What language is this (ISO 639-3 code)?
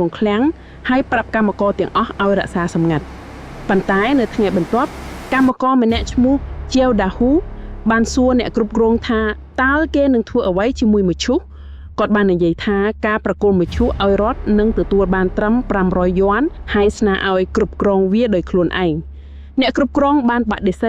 khm